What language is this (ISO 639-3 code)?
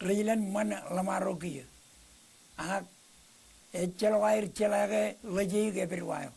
mah